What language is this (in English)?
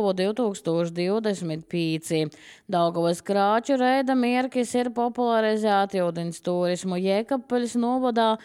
Latvian